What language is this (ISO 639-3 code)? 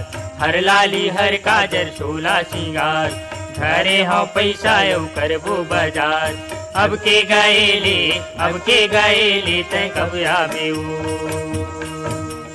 hne